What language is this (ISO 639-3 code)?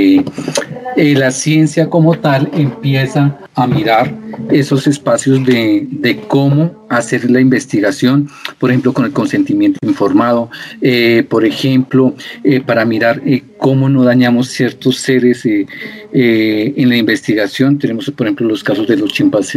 spa